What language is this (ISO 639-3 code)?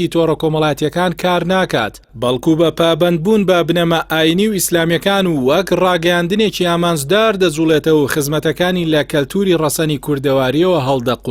ckb